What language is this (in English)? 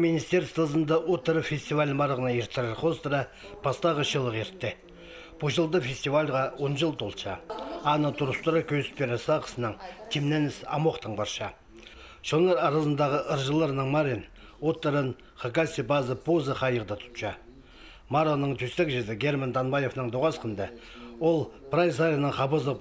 Khakas